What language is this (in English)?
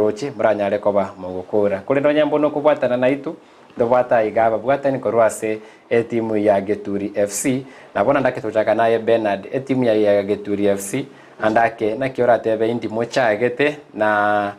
Gusii